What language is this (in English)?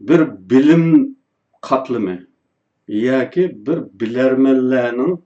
Uyghur